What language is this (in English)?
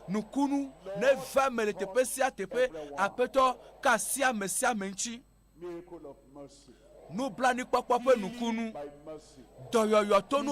Ewe